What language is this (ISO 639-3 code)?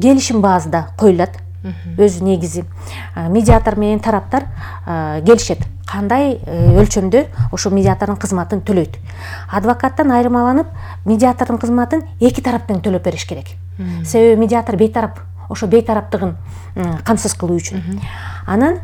kir